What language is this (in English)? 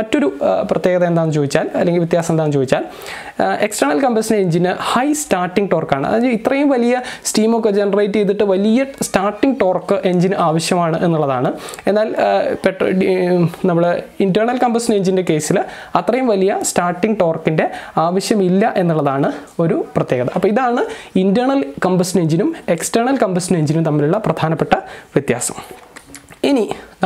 Malayalam